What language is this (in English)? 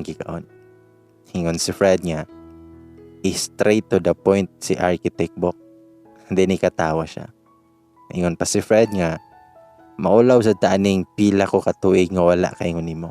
Cebuano